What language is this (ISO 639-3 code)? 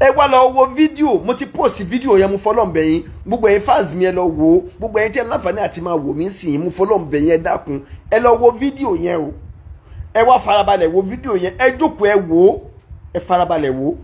yor